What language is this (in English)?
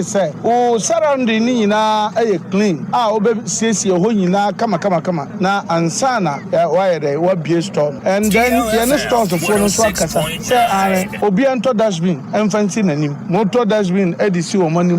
Akan